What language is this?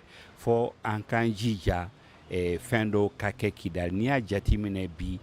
Bambara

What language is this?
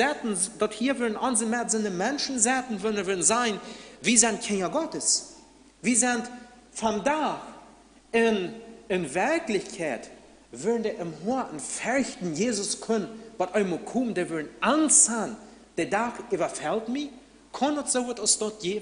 Plautdietsch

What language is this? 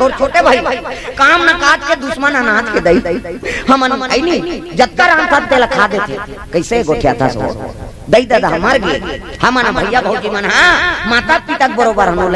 Chhattisgarhi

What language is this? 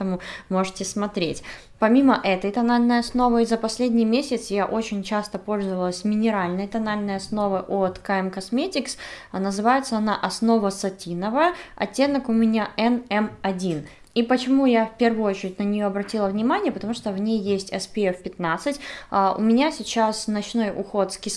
Russian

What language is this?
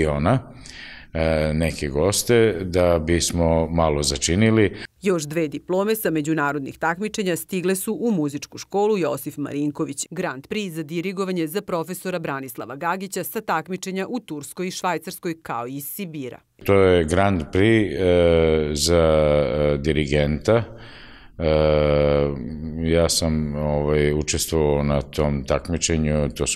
Serbian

